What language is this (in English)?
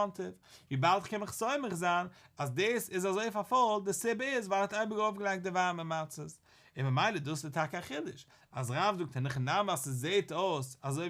Yiddish